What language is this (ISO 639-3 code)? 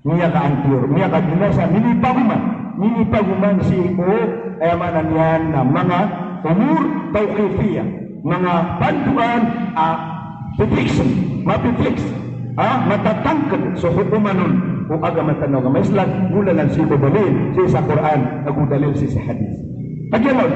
mrw